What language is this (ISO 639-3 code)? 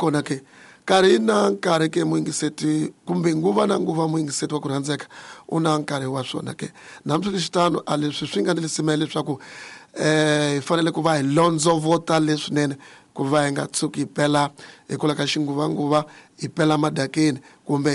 tso